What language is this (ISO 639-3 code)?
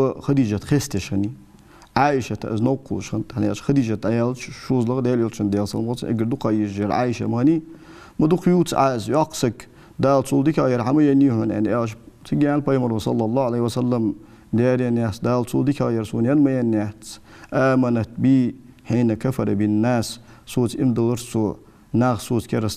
inh